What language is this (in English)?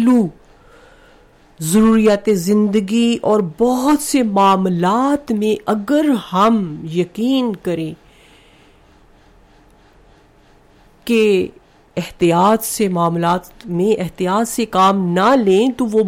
Urdu